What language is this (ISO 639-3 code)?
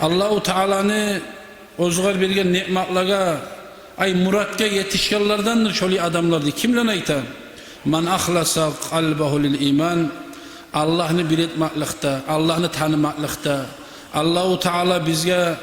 kum